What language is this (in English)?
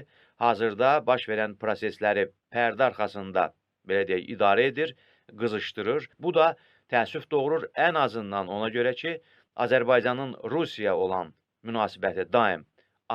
Azerbaijani